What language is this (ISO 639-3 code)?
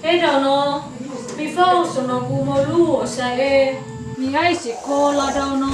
nia